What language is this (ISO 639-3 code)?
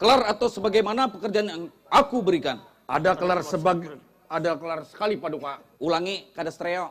bjn